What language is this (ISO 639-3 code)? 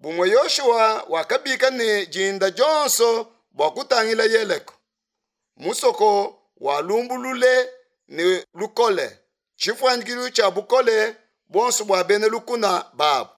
lua